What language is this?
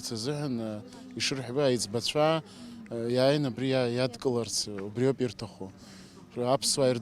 Abkhazian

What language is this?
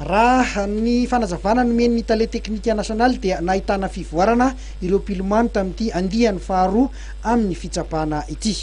Malagasy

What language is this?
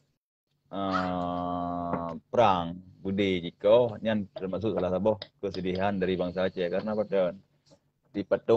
Achinese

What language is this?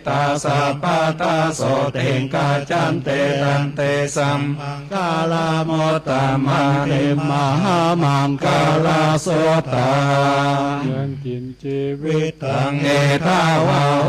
Pali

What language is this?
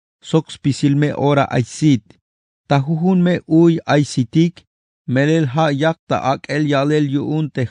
Tzeltal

